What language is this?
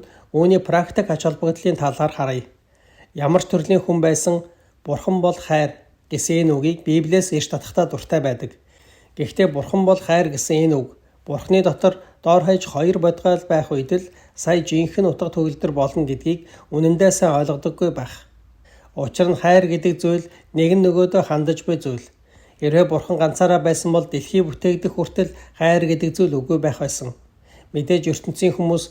Mongolian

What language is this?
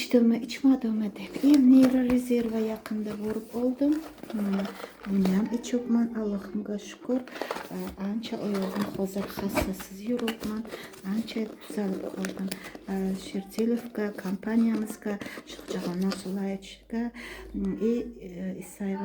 Uzbek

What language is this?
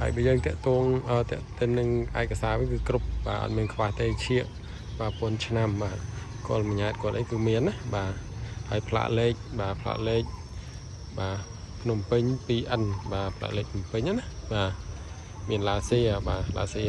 Khmer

